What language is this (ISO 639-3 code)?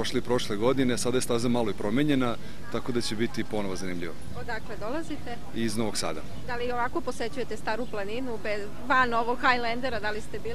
srp